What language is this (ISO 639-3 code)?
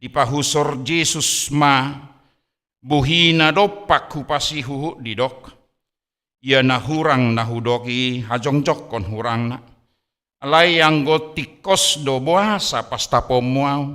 bbc